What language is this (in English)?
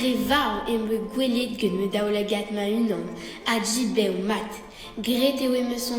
Breton